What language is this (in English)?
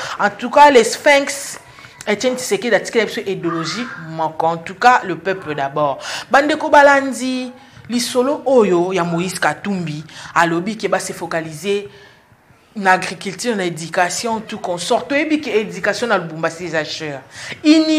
Lingala